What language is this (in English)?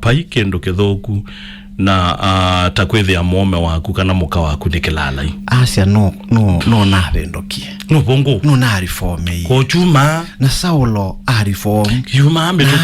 Kamba